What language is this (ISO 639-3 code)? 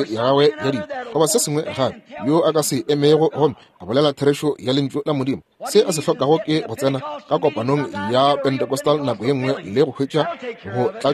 nso